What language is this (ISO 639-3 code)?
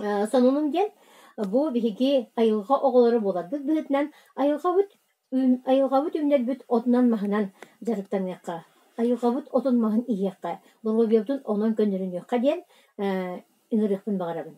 sah